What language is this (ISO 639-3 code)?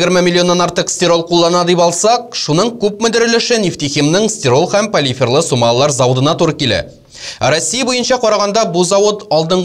tat